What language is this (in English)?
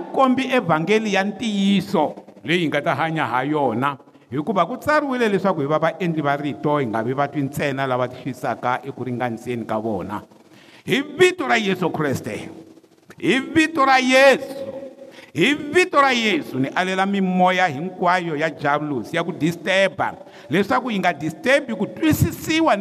Tsonga